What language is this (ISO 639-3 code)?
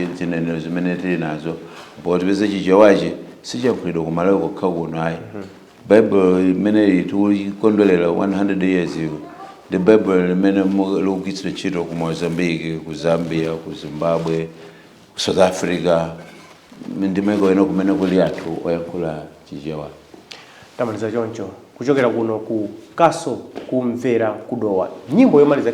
nya